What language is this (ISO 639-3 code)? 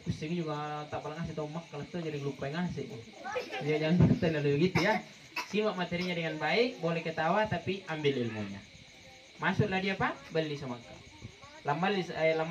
mak